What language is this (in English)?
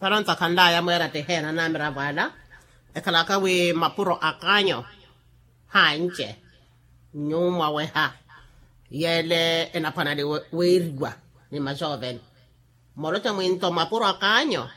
Makhuwa